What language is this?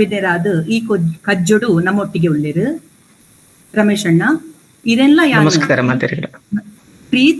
Tulu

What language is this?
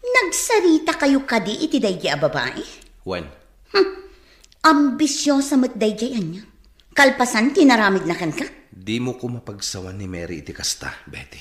Iloko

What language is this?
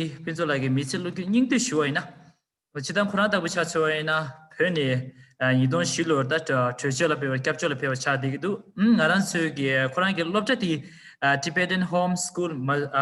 Tibetan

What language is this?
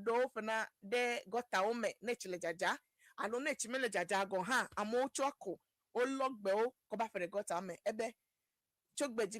Ewe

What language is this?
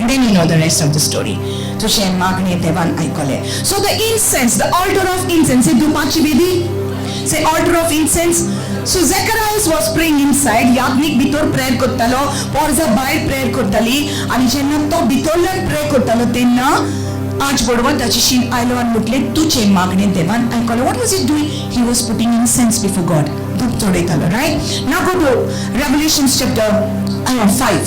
Konkani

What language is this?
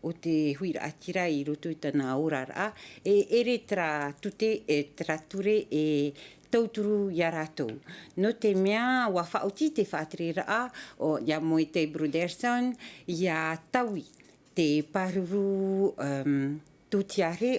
Tahitian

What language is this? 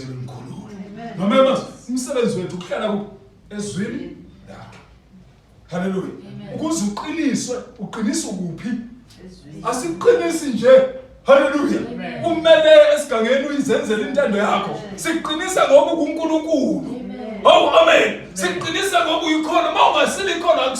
Zulu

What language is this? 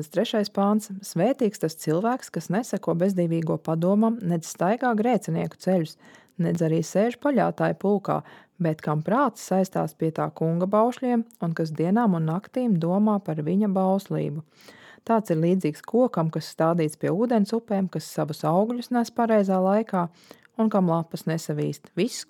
Latvian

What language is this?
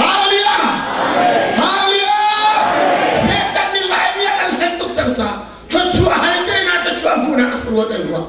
Hakha Chin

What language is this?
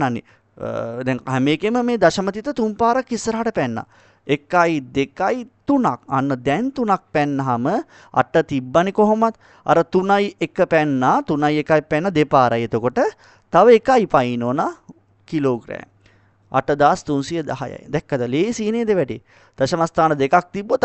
Sinhala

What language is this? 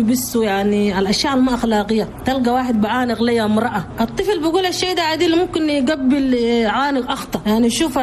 Chadian Arabic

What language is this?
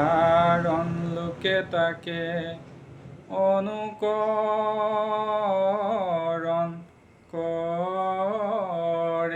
Assamese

